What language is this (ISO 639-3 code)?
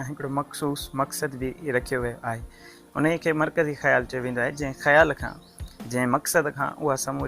snd